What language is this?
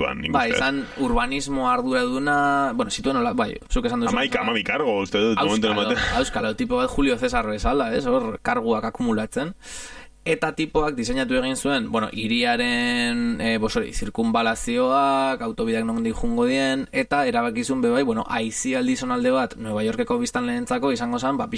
Basque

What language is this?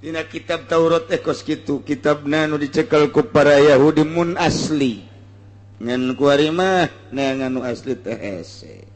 Sundanese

